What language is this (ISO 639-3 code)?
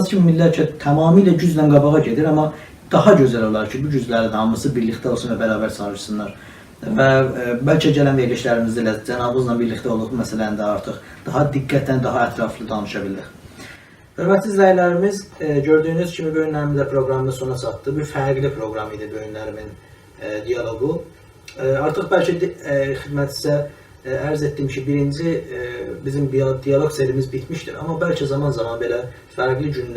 azb